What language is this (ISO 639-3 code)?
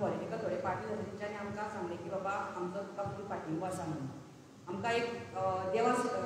kok